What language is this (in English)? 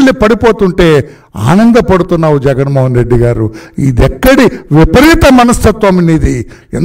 Telugu